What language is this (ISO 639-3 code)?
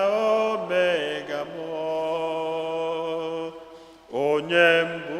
ibo